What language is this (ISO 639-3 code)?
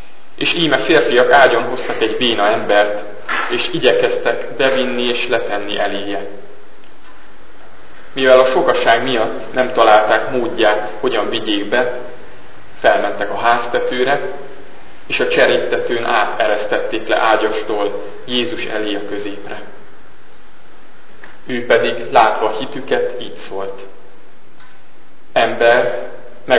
hun